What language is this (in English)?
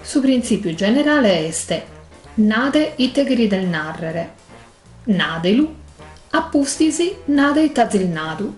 Sardinian